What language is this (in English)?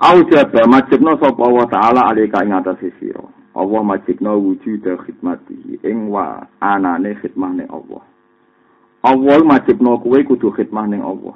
Javanese